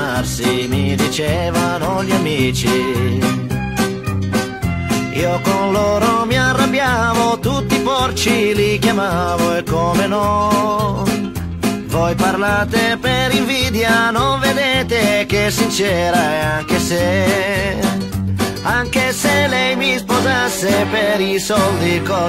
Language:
Italian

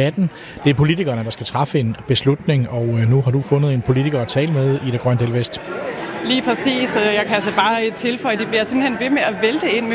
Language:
Danish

